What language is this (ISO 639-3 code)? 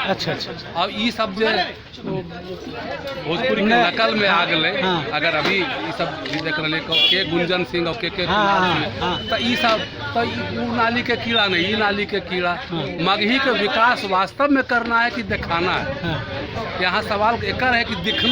mag